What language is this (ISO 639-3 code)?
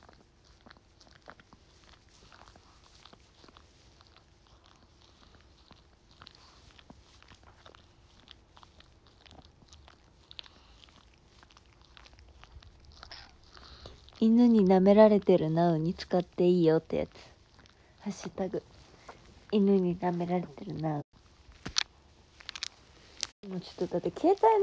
jpn